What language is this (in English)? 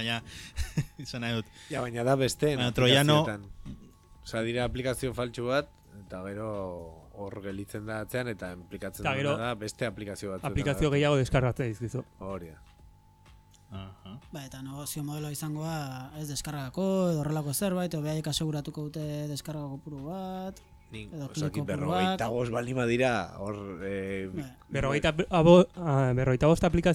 Basque